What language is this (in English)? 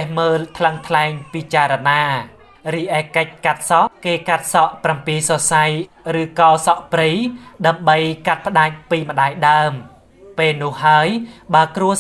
Khmer